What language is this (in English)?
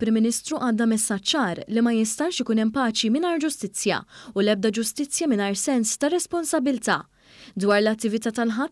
Maltese